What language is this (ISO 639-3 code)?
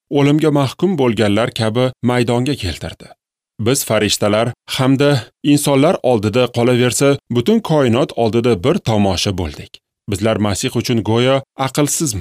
uzb